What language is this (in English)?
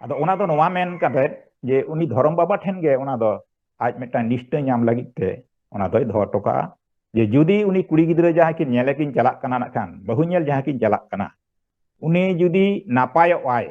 Santali